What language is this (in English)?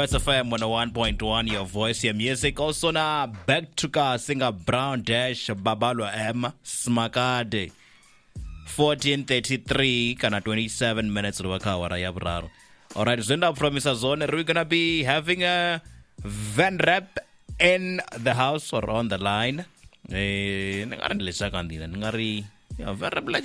Venda